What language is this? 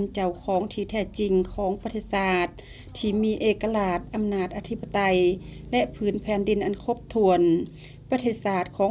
Lao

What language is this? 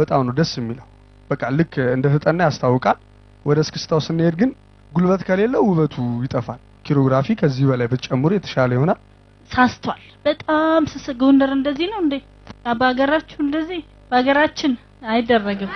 Amharic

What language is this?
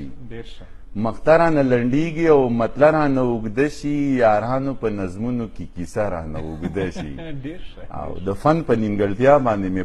Pashto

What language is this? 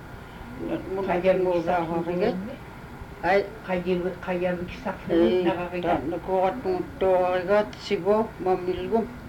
Inupiaq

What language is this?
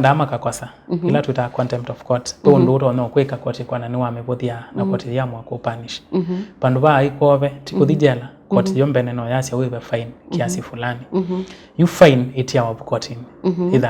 Kamba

